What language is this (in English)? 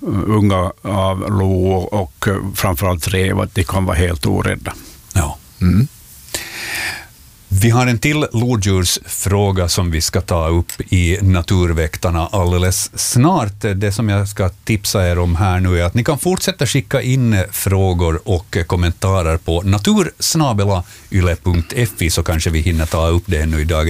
Swedish